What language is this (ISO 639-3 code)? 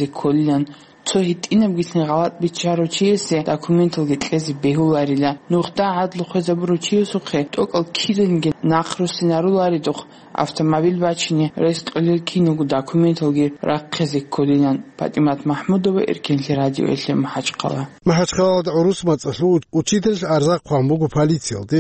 ava